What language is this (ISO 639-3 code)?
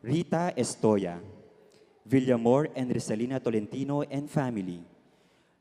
pam